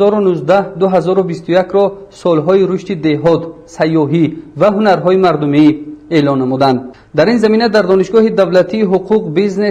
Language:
Tajik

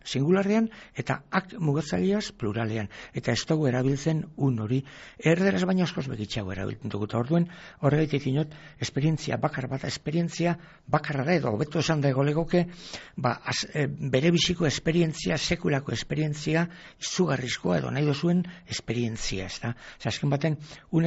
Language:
Basque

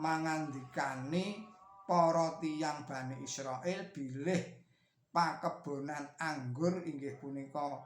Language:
Javanese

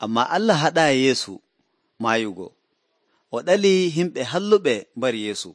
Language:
Nigerian Fulfulde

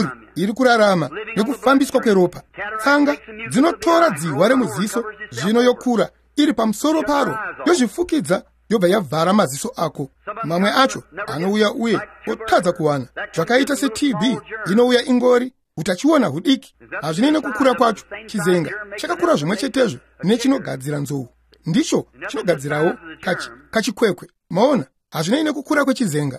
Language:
Shona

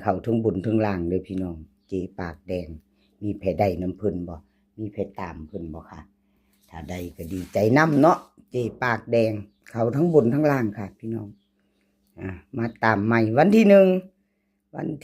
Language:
Northeastern Thai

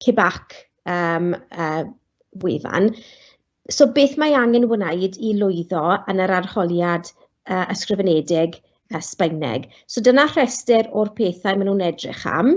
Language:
Welsh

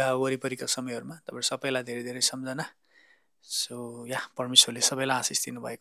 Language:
Nepali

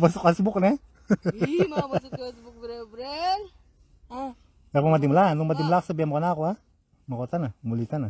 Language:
Pampanga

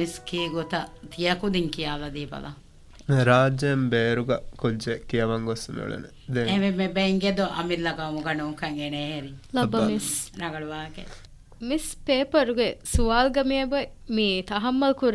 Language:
Divehi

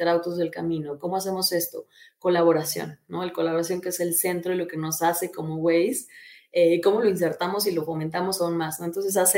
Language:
Spanish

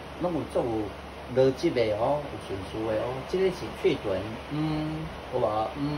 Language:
Min Nan Chinese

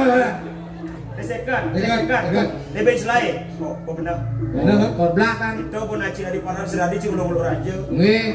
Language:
Balinese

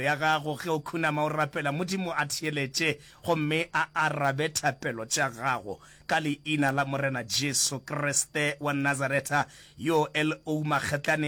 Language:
Northern Sotho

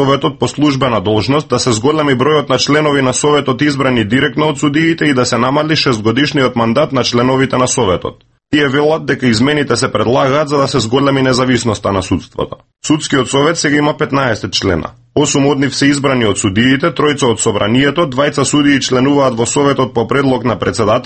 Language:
Macedonian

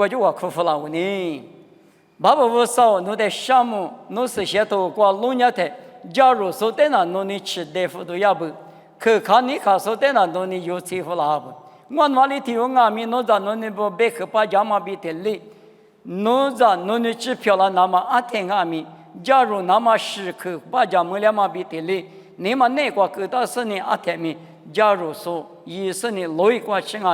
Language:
Lisu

